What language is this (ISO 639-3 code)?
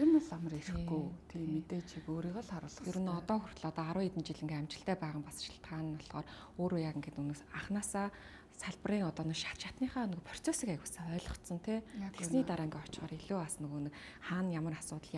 mon